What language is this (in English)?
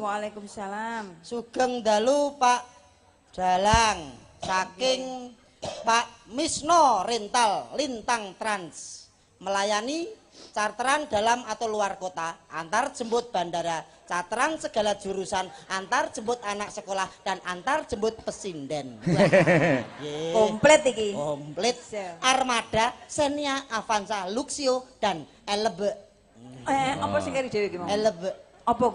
Javanese